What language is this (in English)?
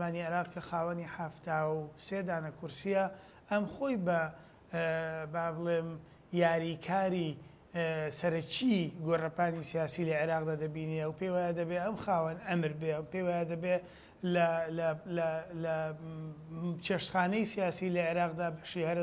Central Kurdish